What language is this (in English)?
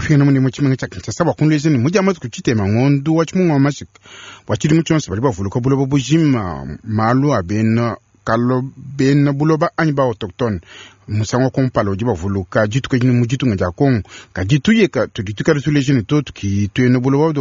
Luba-Lulua